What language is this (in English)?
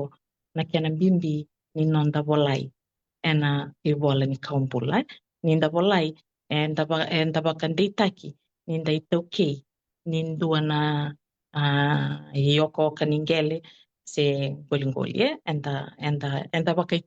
Fijian